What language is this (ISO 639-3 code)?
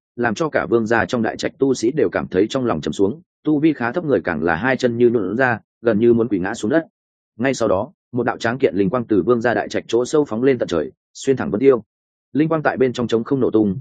vie